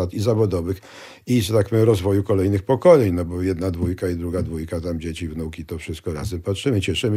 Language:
Polish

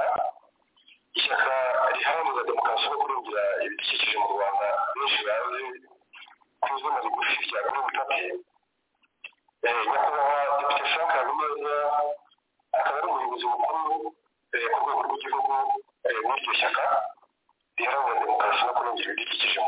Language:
Kinyarwanda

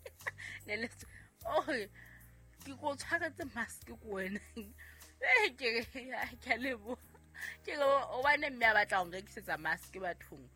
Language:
Southern Sotho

